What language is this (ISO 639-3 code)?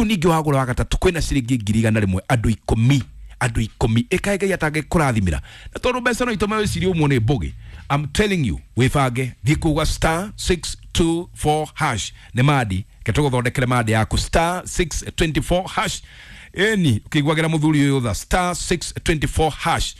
kik